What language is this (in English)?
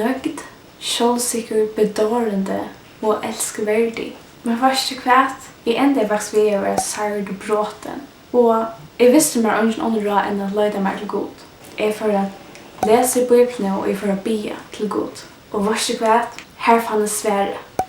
Faroese